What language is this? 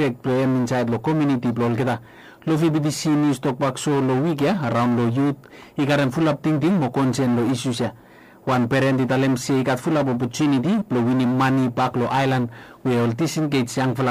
Bislama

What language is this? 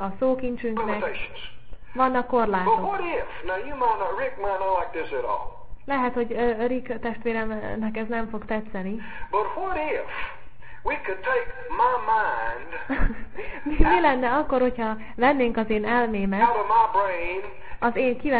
Hungarian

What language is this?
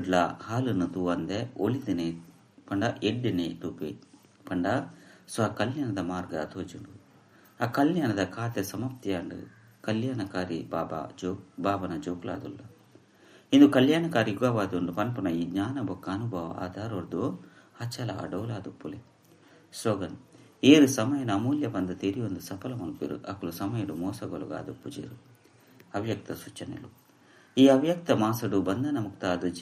Tulu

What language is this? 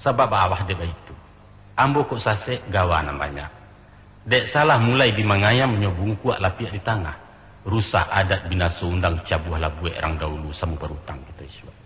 Minangkabau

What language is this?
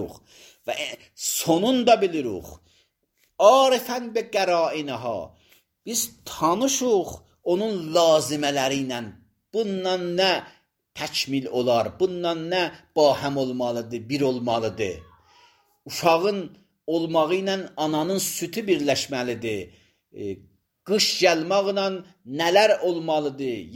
Azerbaijani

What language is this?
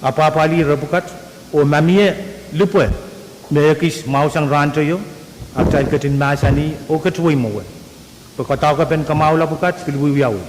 Pohnpeian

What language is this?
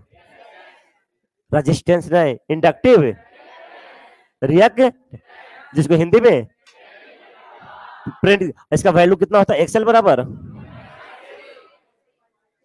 Hindi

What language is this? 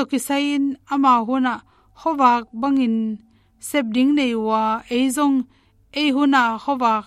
Tedim Chin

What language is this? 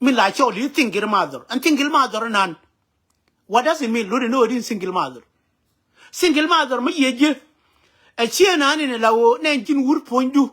Nuer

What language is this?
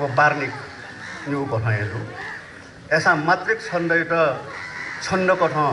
Newari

